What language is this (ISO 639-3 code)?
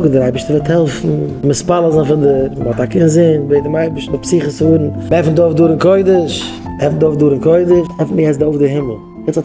yid